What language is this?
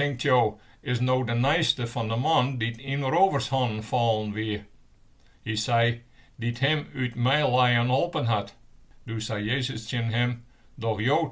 Western Frisian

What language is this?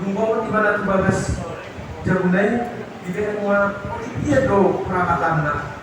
Batak Toba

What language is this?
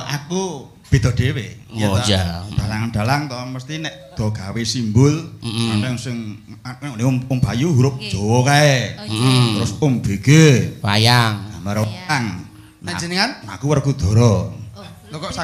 Javanese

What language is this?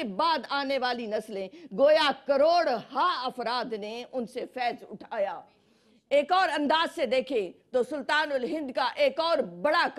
Urdu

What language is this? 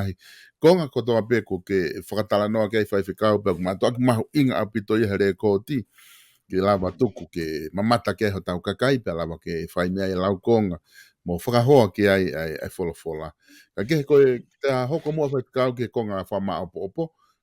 Tongan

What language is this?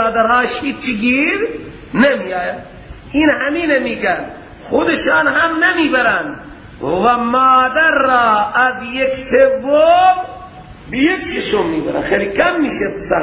Persian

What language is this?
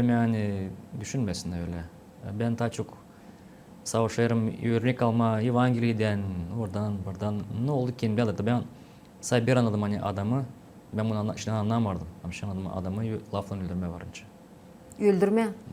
Gagauz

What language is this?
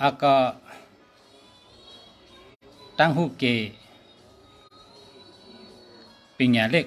Shan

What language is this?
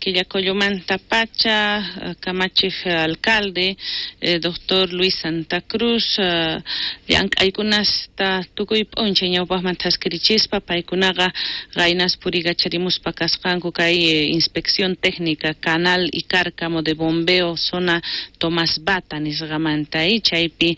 South Bolivian Quechua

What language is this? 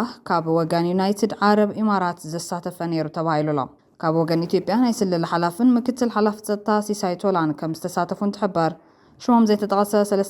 Tigrinya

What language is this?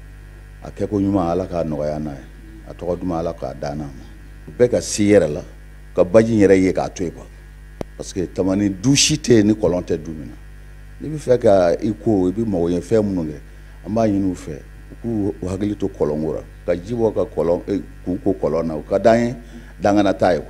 Bambara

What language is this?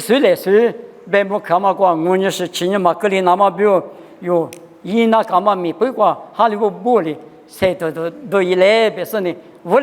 Lisu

